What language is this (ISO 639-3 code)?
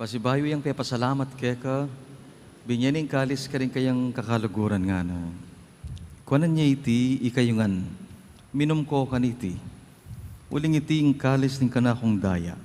pam